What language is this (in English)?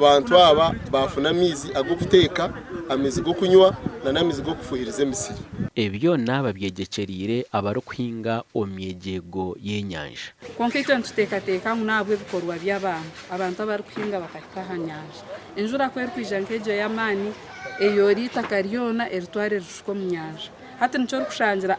Nyankole